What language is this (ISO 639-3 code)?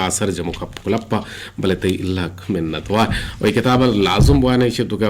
bgp